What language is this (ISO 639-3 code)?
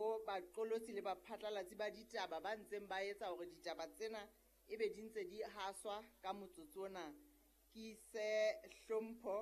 sot